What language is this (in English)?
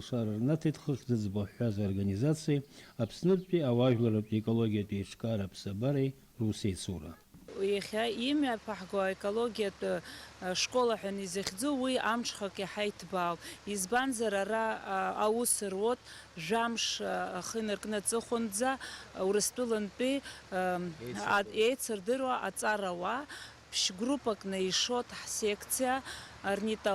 Abkhazian